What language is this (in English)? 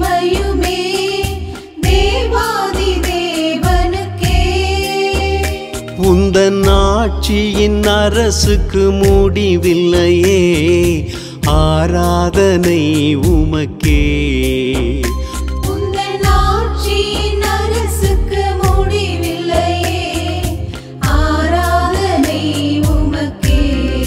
Tamil